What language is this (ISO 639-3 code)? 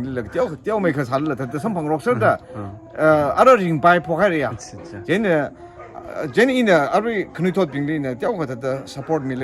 nmf